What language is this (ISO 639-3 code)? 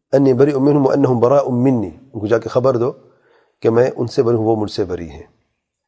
urd